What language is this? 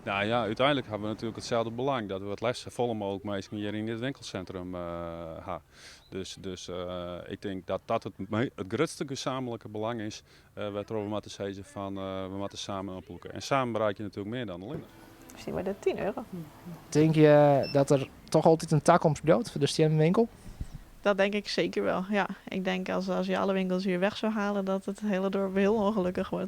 Western Frisian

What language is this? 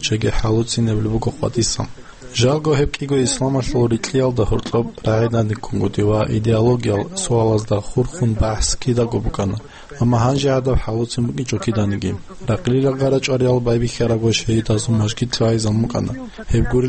Avaric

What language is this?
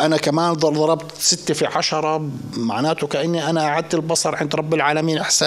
North Levantine Arabic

